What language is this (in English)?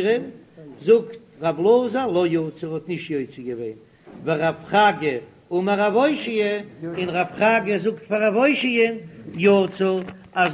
Yiddish